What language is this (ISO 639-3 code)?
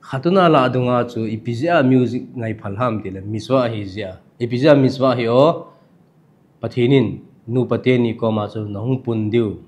tcz